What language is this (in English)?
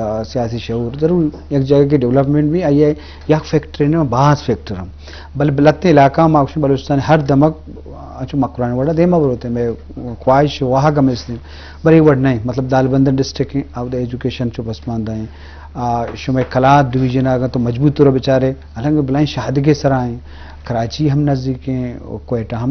Eastern Balochi